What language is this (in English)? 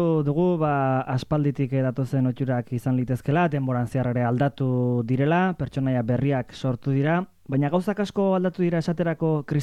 Basque